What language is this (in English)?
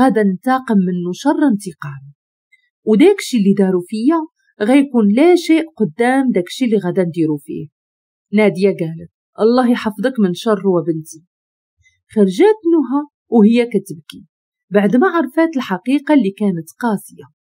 Moroccan Arabic